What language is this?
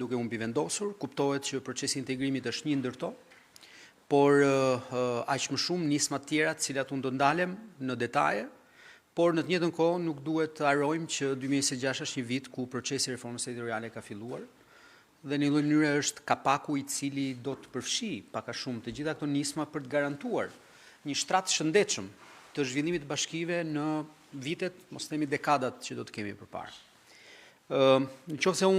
Albanian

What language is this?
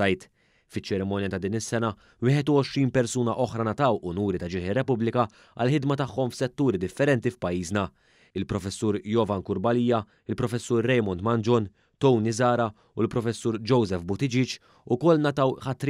Maltese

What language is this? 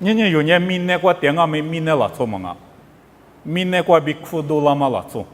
Lisu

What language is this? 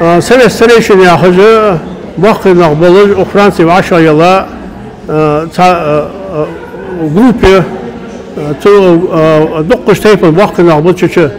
Ingush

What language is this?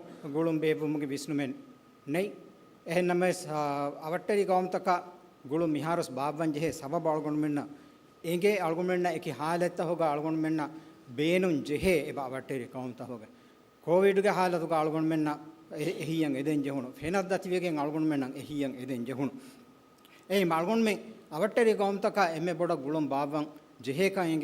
Divehi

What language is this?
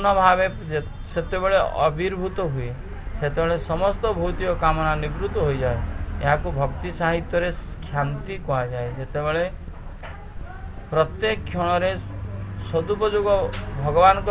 Odia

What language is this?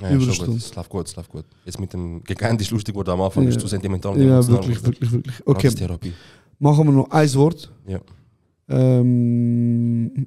Swiss German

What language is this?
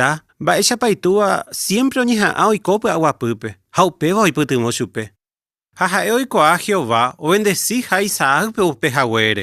Guarani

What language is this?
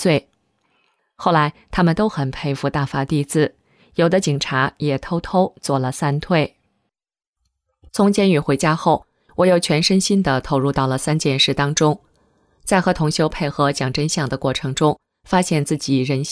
Chinese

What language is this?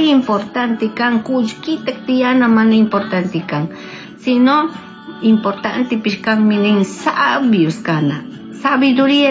Chimborazo Highland Quichua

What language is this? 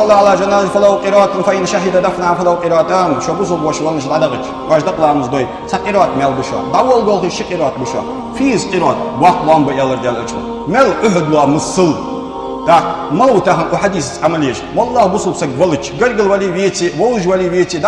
Ingush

